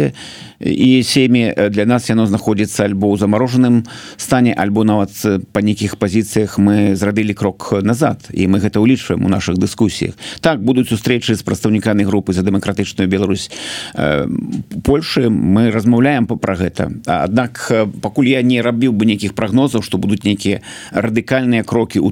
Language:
Belarusian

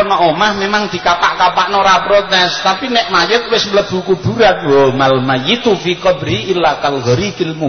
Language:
Javanese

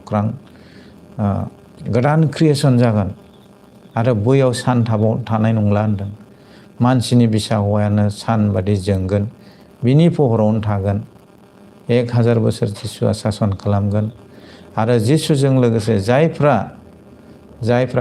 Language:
Bodo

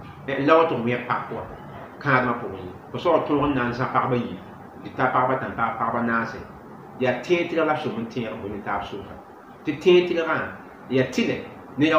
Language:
Mossi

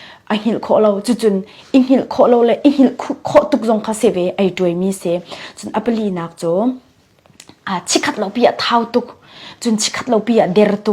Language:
Falam Chin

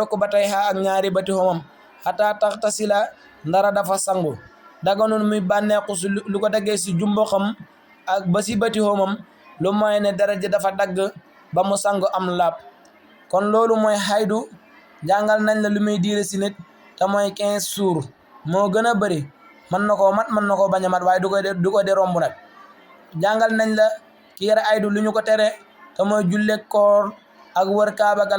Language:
Wolof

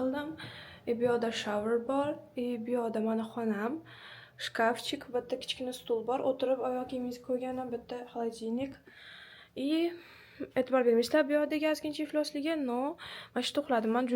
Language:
Uzbek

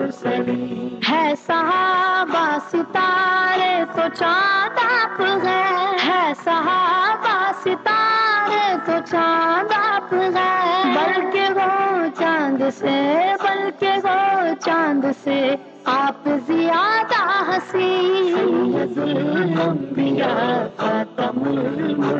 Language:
Urdu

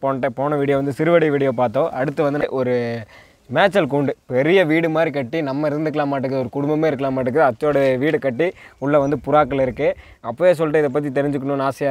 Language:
Tamil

